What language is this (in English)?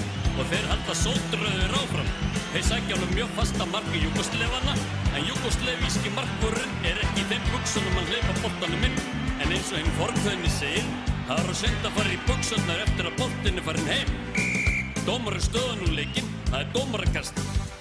Icelandic